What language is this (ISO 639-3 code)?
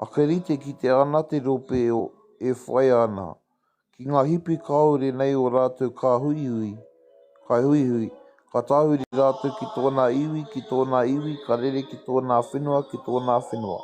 mri